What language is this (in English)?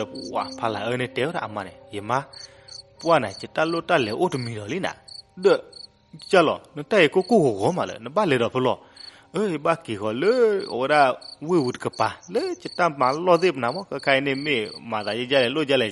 S'gaw Karen